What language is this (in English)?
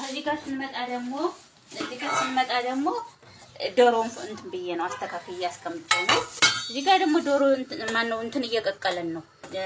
Amharic